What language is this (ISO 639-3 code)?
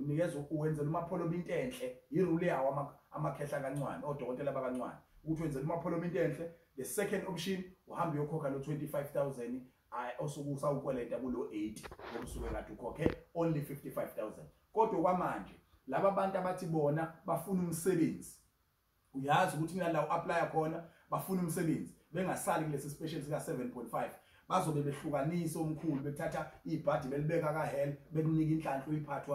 zul